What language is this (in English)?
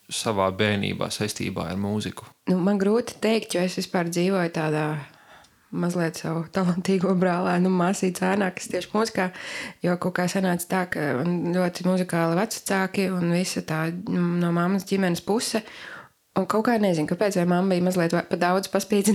Latvian